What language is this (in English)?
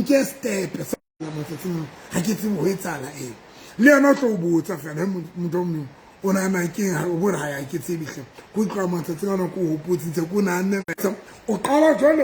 Southern Sotho